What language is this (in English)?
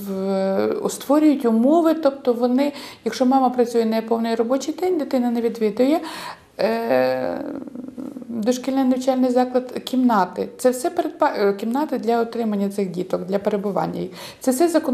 Ukrainian